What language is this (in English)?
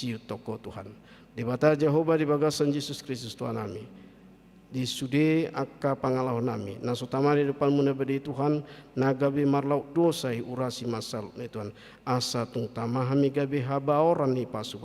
Batak Toba